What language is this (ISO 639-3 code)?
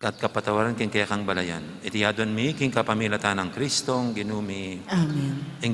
pam